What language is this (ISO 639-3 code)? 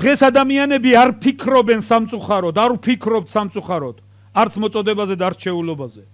kat